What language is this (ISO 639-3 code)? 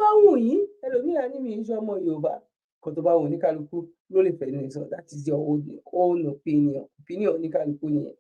yor